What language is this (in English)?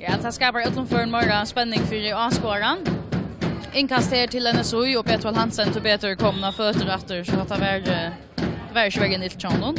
Faroese